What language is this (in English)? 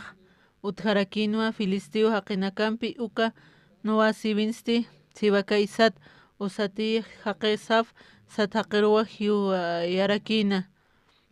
Aymara